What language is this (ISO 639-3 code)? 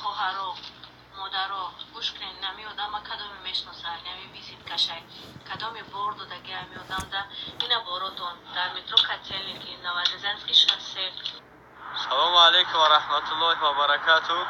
tgk